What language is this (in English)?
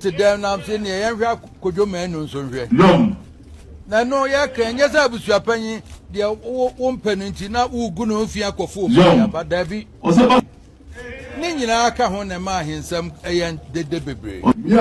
Akan